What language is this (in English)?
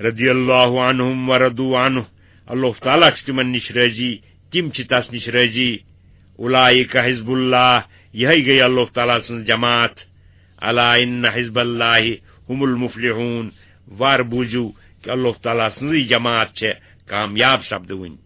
Kashmiri